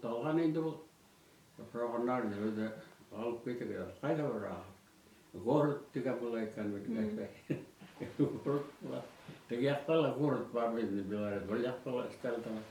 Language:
Bashkir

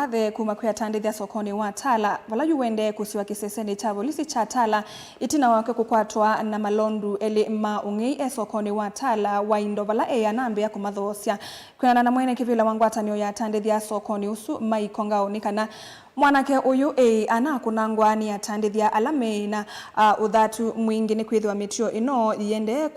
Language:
Kamba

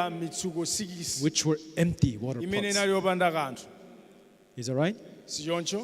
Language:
Nyanja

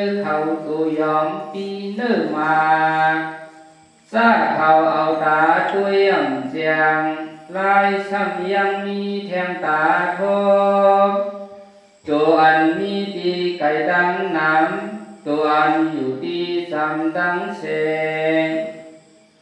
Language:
Shan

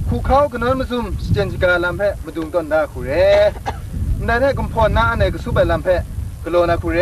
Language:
Kachin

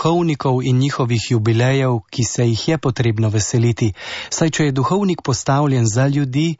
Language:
Slovenian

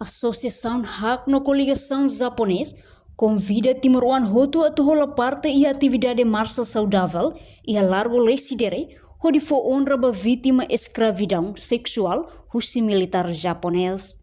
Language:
Tetum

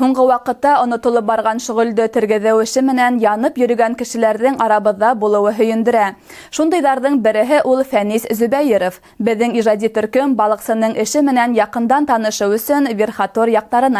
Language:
Bashkir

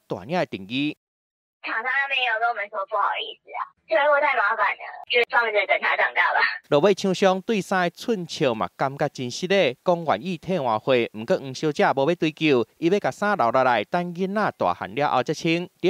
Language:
Min Nan Chinese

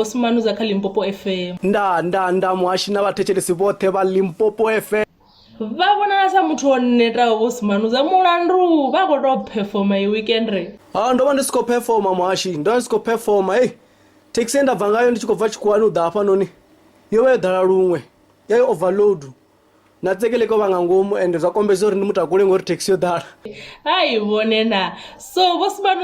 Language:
Venda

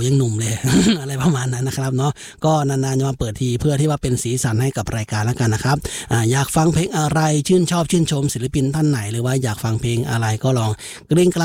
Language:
Thai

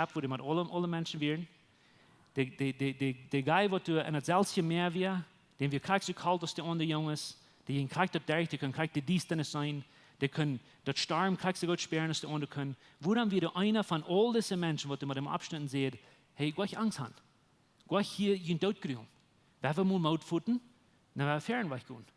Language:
Plautdietsch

